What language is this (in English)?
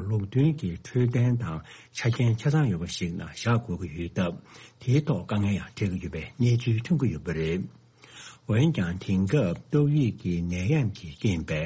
Tibetan